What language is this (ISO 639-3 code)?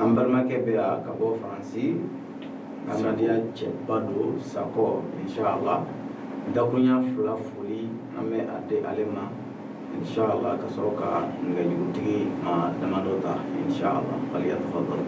bam